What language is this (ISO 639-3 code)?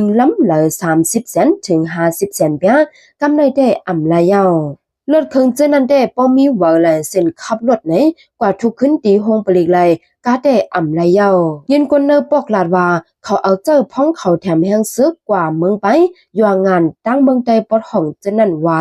shn